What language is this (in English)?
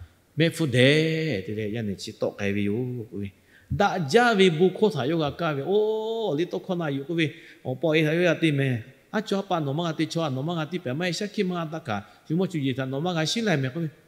Lahu